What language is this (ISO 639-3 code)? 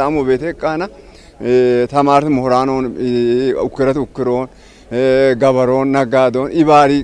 kbr